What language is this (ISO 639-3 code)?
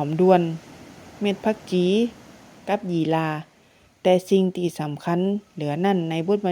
nod